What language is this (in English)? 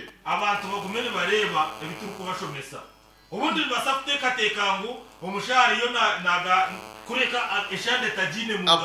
Nyankole